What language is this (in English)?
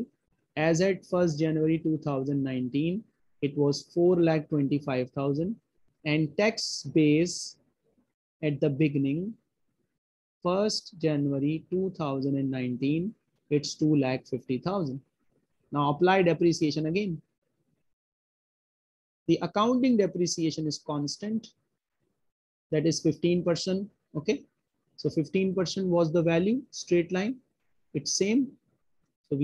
English